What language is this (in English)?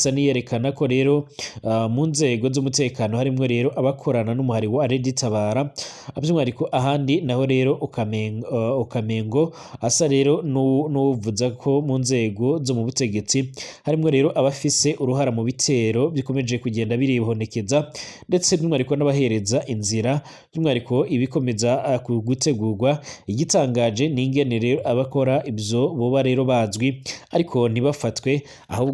Rundi